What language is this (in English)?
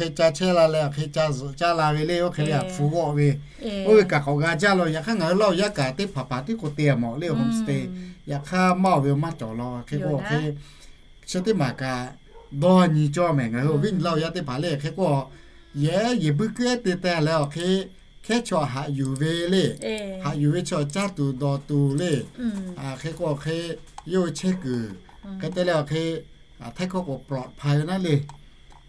Lahu